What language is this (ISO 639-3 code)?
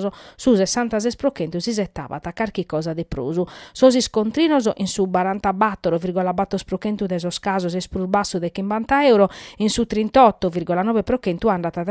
srd